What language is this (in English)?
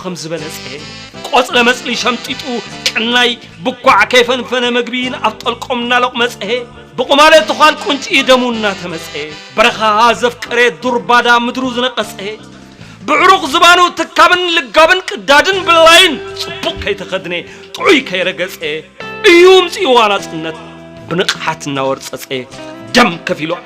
Tigrinya